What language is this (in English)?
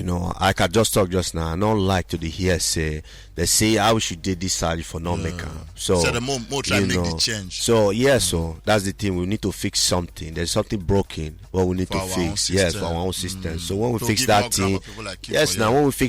Nigerian Pidgin